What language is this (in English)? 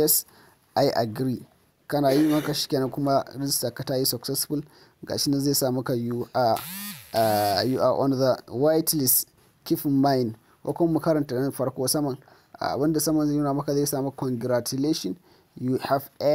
Hausa